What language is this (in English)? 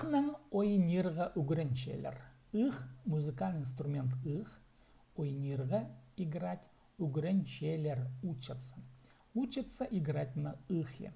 Khakas